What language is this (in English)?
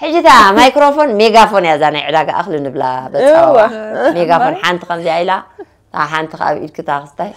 Tigrinya